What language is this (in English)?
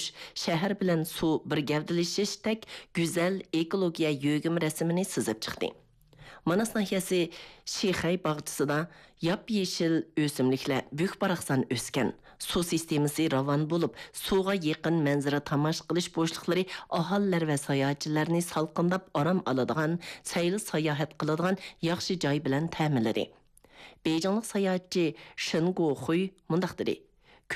Uyghur